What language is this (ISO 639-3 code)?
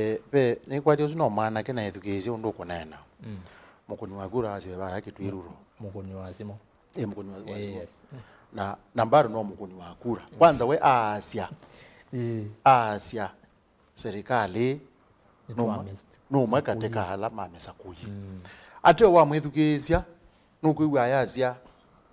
kam